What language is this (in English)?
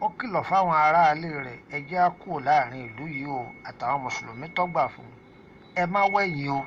Yoruba